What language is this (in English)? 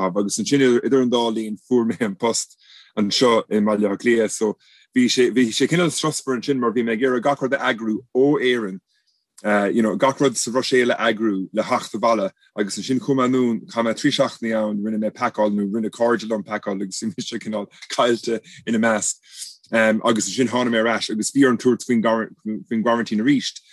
Irish